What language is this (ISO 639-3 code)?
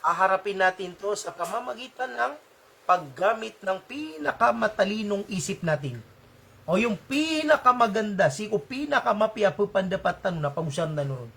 mrw